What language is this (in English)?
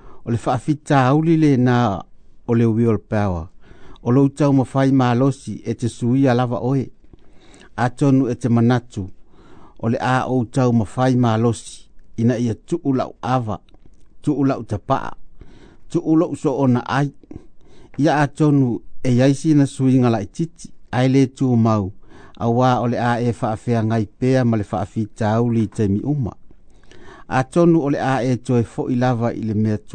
Samoan